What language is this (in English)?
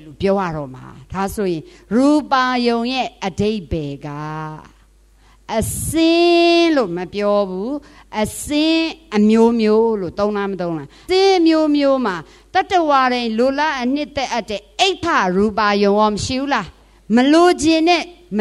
Burmese